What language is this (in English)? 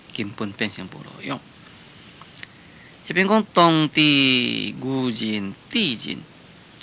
Min Nan Chinese